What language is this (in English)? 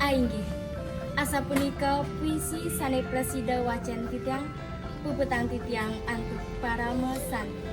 Balinese